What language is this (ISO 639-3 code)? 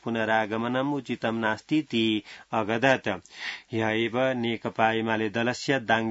san